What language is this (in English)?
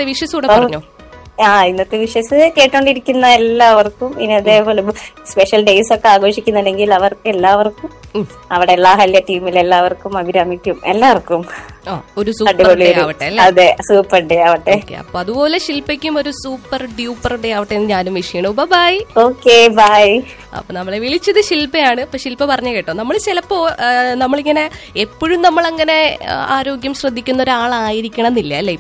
Malayalam